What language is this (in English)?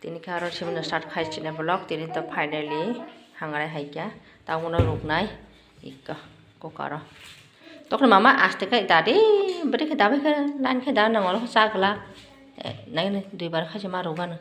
Kok Borok